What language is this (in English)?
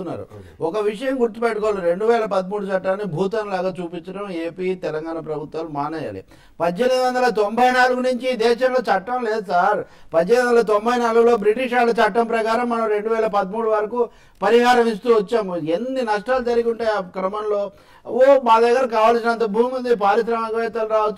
Telugu